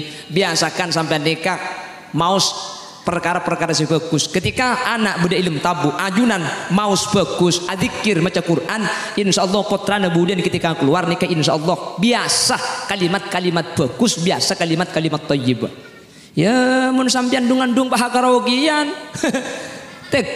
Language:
Madurese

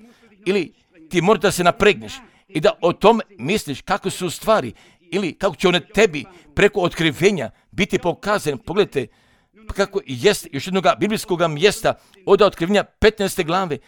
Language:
Serbian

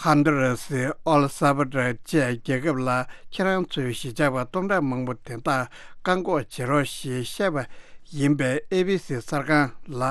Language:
Tibetan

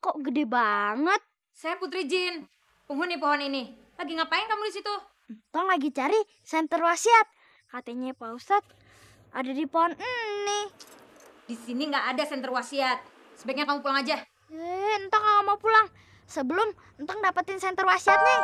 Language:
Betawi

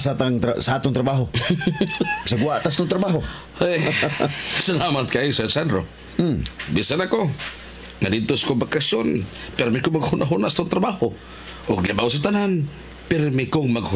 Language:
Cebuano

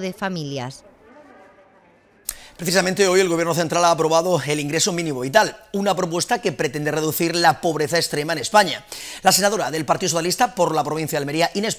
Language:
Spanish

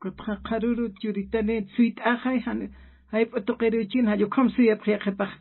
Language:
Aymara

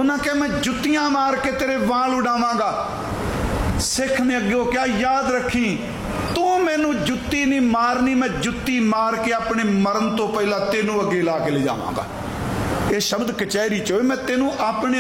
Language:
Punjabi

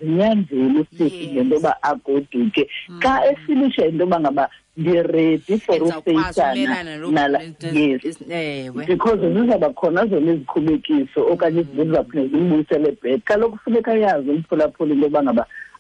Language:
Xhosa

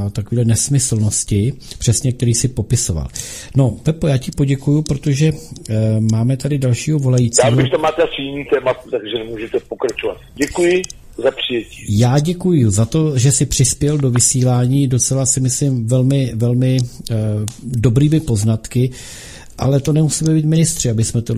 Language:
Czech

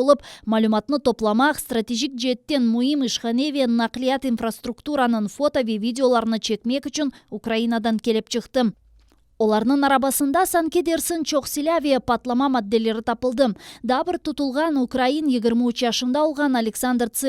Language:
Crimean Tatar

